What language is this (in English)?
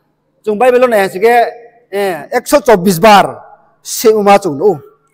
Riang (India)